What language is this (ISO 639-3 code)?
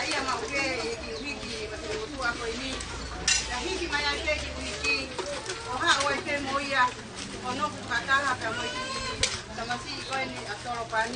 ton